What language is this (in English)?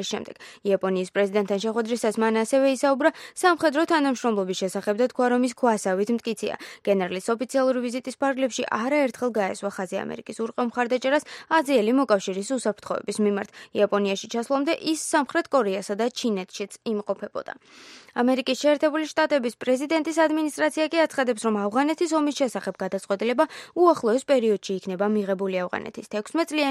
Georgian